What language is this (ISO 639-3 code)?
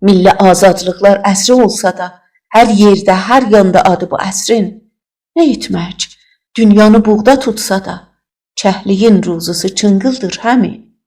azb